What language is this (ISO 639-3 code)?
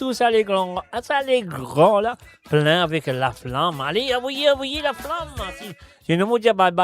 mfe